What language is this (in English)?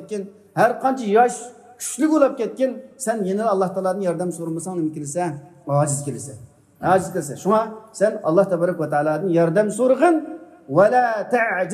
Uyghur